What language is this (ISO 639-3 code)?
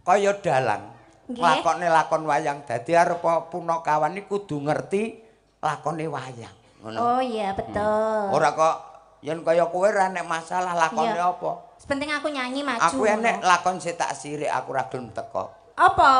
jav